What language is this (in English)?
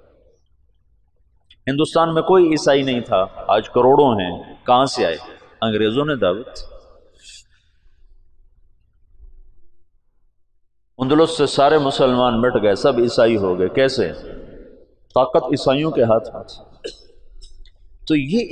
Urdu